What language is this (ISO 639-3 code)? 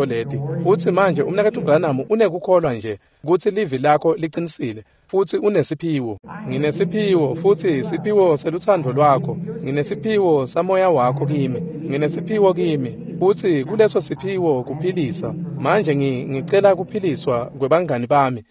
ssw